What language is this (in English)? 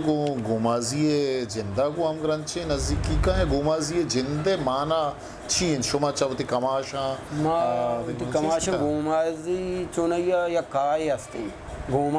Eastern Balochi